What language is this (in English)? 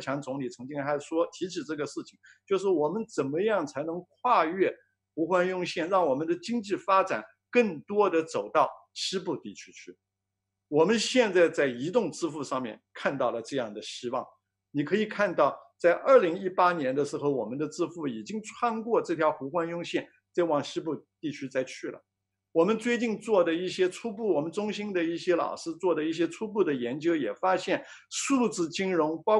Chinese